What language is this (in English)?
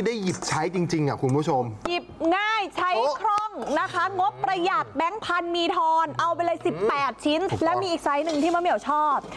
Thai